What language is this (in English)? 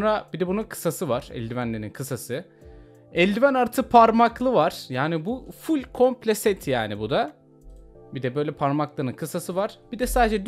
Turkish